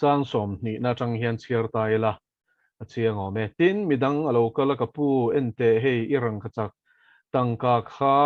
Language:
Mizo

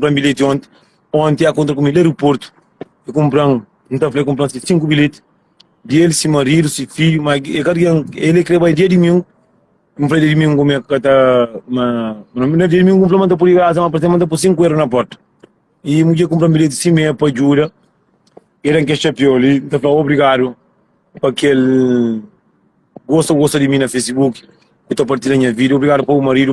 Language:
Kabuverdianu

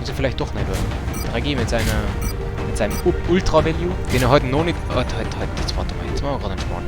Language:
Bavarian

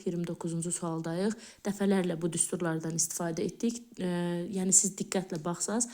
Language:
Azerbaijani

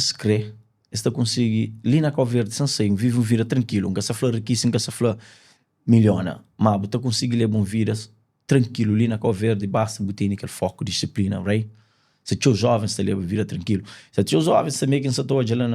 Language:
Kabuverdianu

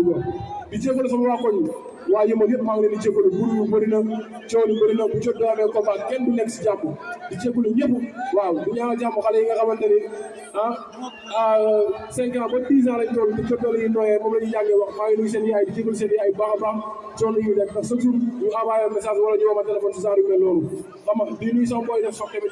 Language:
Wolof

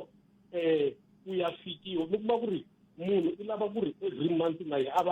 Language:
Tsonga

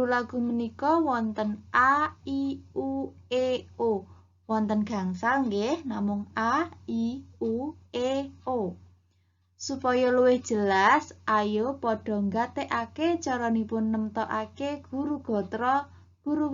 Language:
Javanese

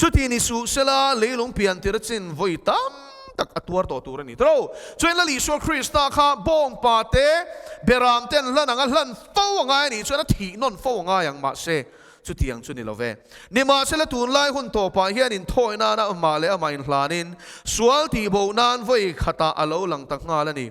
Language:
Mizo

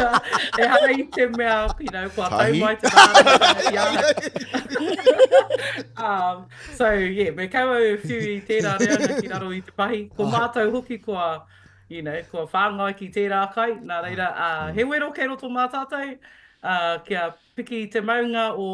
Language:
Māori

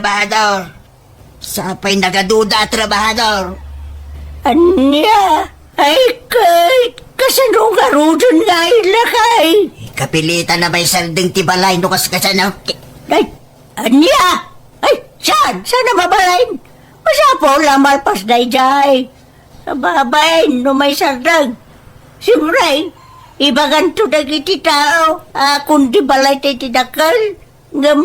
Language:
Iloko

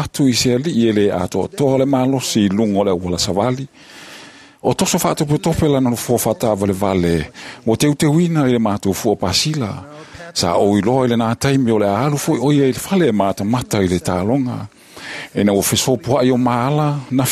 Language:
Samoan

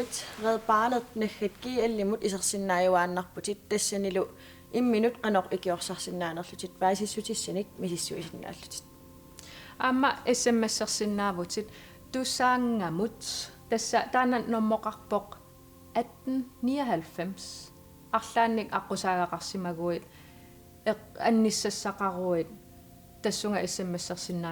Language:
Kalaallisut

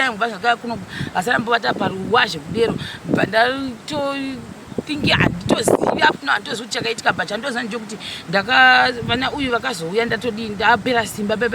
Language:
Shona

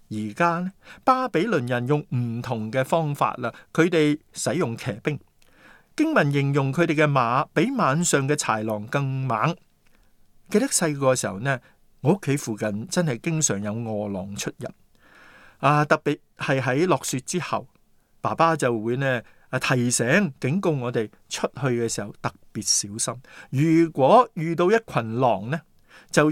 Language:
Cantonese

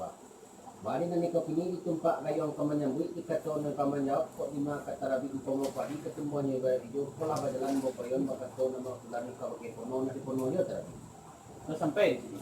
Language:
Minangkabau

